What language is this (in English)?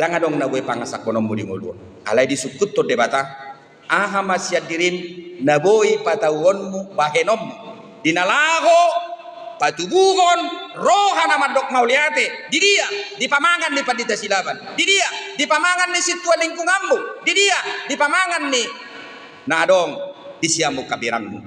Batak Toba